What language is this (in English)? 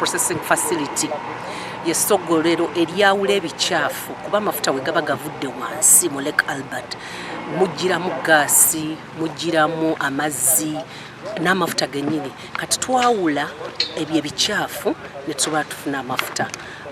Nyankole